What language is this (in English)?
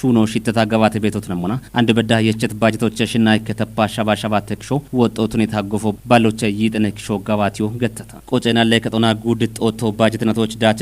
Kafa